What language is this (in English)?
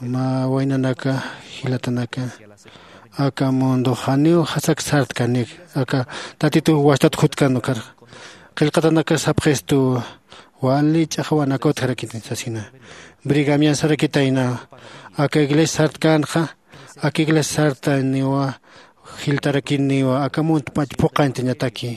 Aymara